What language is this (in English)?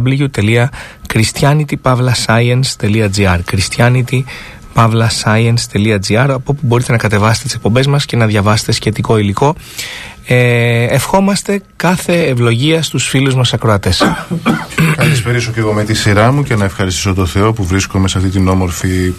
Greek